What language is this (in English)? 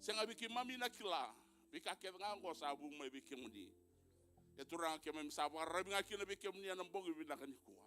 Fijian